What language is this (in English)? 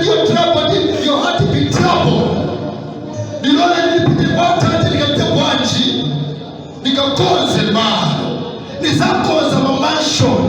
Nyanja